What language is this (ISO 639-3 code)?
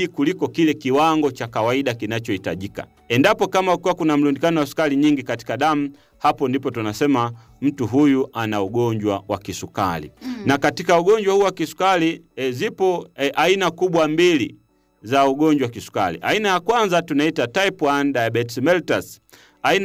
swa